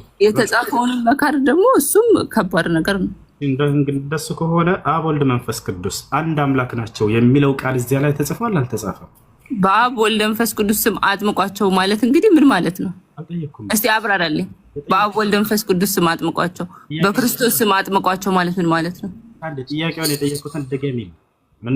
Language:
Amharic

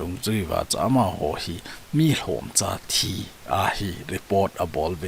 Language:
Thado Chin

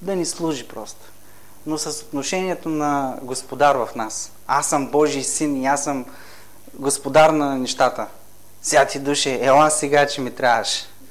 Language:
Bulgarian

